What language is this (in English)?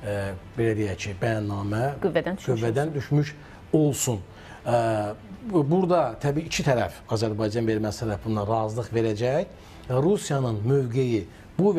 Azerbaijani